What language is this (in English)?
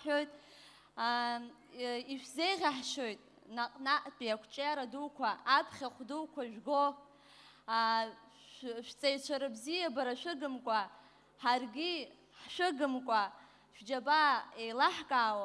Abkhazian